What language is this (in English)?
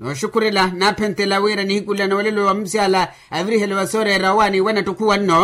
Makhuwa